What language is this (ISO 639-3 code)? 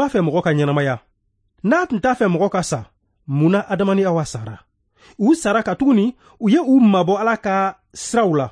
bam